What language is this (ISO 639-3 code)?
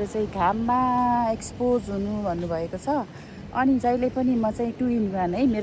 nep